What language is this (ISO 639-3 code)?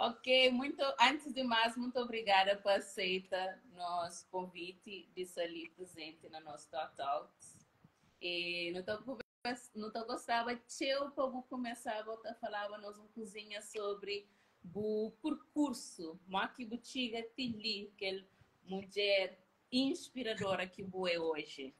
kea